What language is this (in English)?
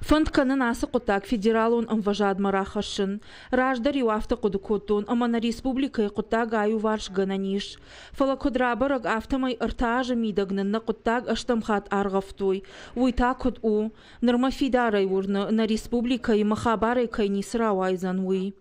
Ossetic